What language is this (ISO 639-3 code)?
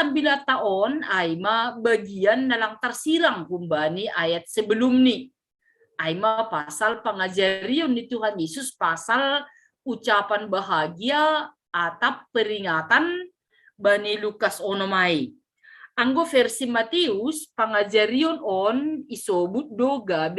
bts